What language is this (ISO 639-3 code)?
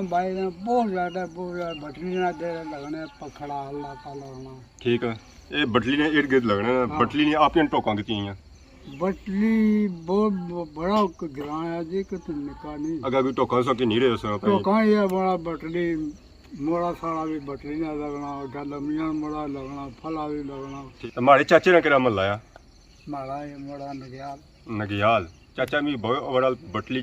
phr